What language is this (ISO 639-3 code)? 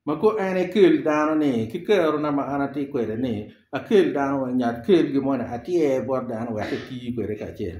ach